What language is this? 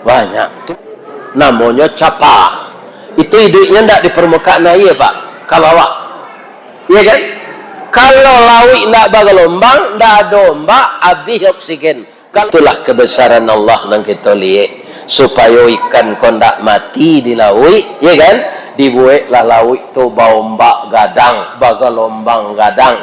Minangkabau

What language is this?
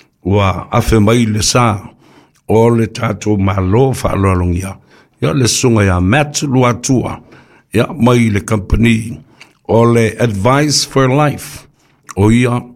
Samoan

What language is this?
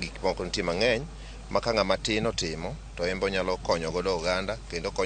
Luo (Kenya and Tanzania)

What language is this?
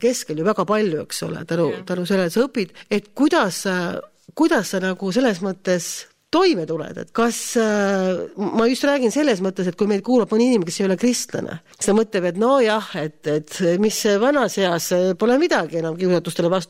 Estonian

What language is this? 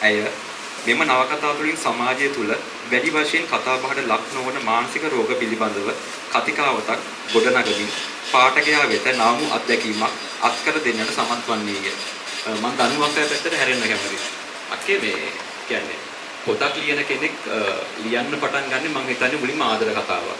Sinhala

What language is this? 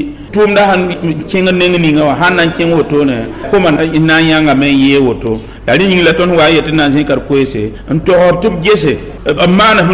Mossi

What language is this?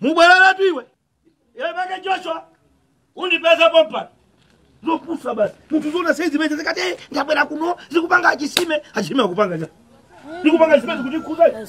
Nyanja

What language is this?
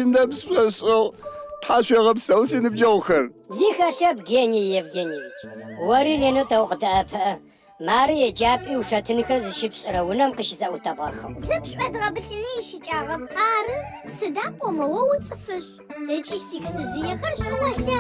Adyghe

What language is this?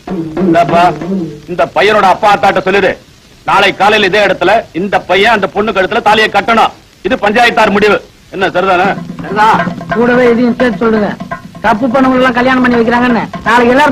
Tamil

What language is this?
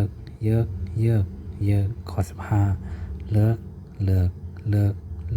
Shan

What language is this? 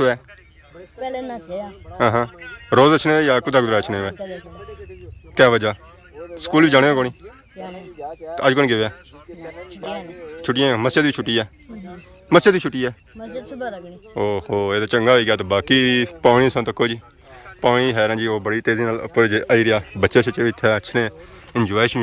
Pahari-Potwari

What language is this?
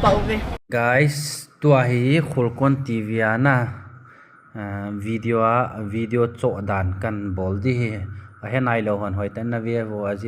Thado Chin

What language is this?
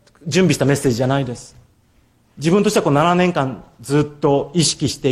Japanese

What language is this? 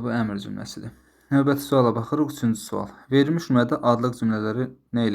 Azerbaijani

